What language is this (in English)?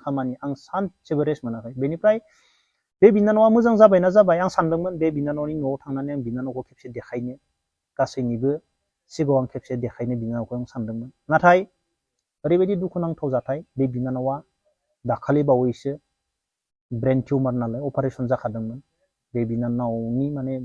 Bodo